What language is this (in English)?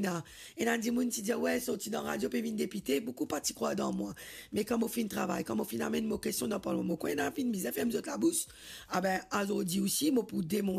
Morisyen